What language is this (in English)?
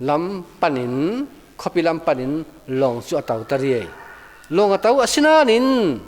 Falam Chin